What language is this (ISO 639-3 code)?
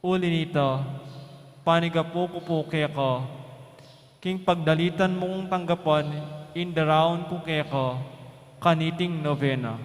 pam